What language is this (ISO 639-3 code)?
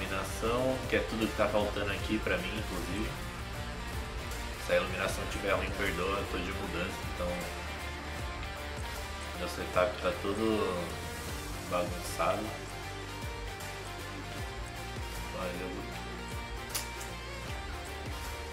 por